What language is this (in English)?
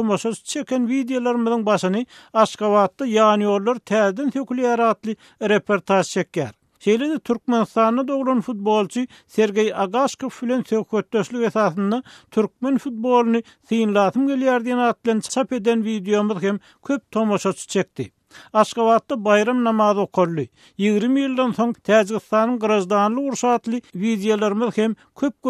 Turkmen